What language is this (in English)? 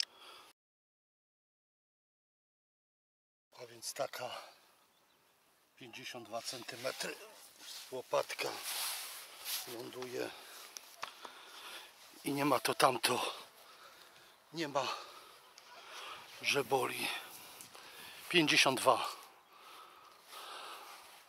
Polish